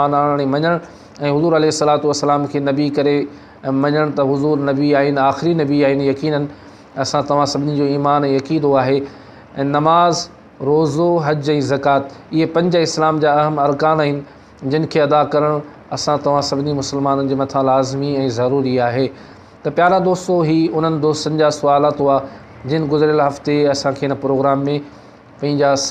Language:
Sindhi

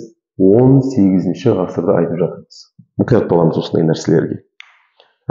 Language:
Kazakh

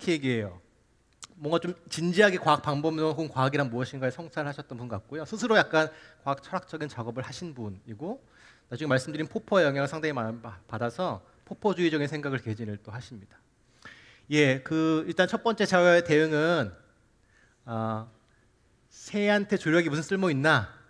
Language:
Korean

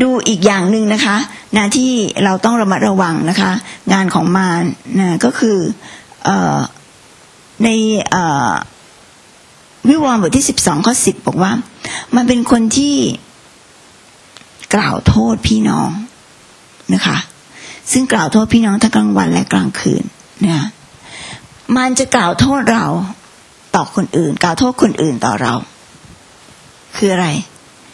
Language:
Thai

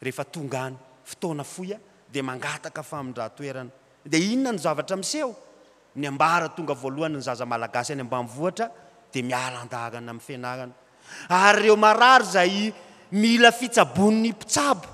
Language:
Malagasy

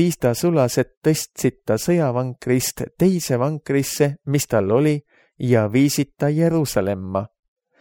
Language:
Estonian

